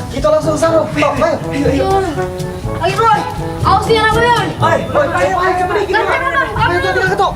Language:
Musi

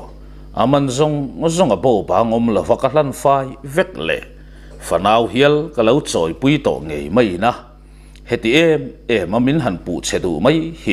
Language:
Mizo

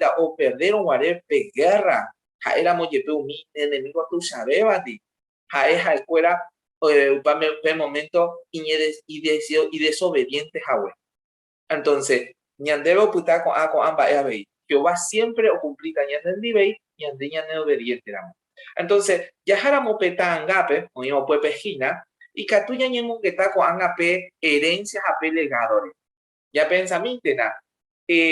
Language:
Guarani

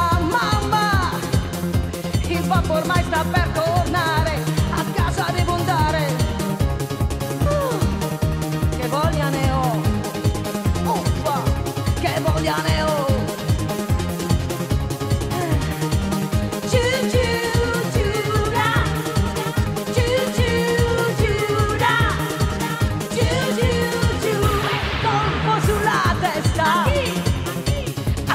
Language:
Italian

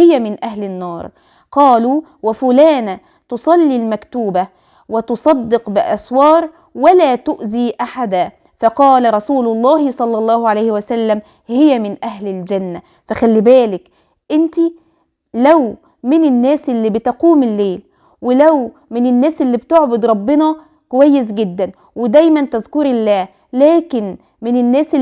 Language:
Egyptian Arabic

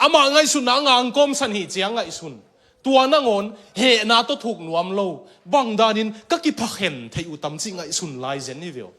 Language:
Tedim Chin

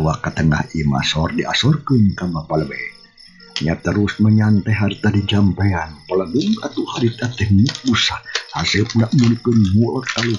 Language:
Sundanese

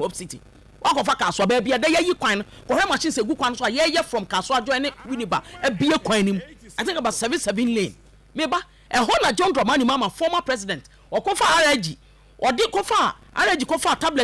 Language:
Akan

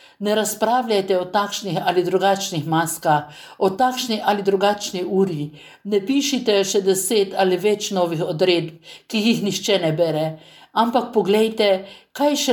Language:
Slovenian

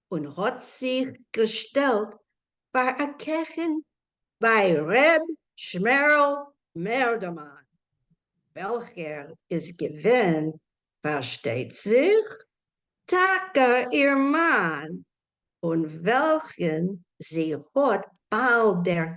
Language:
Yiddish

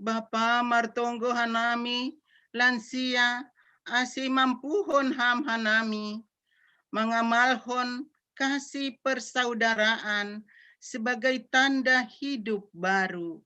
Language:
Batak Simalungun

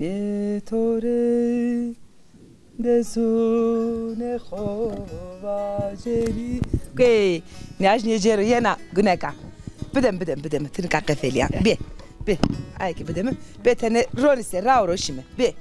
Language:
Zaza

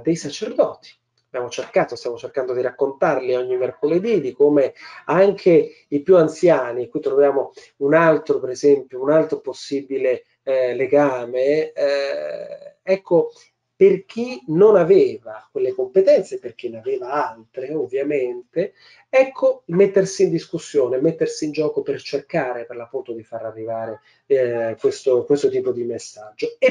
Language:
Italian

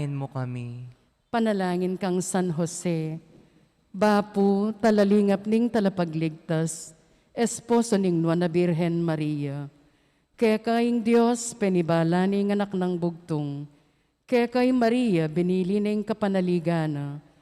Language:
Pampanga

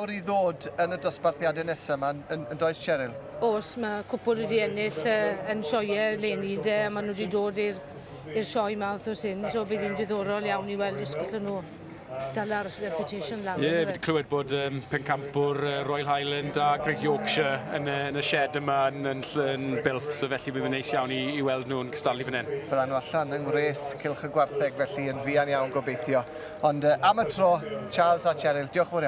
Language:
Welsh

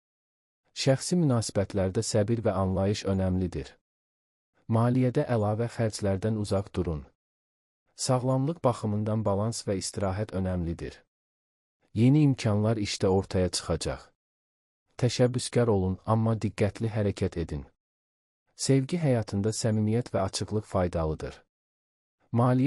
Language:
Azerbaijani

